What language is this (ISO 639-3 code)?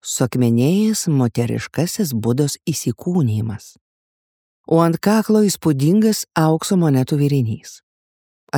lit